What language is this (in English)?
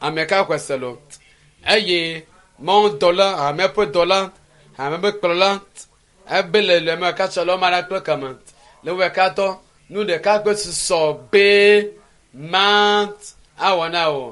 Ewe